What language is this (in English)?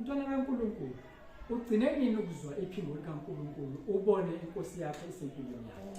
Zulu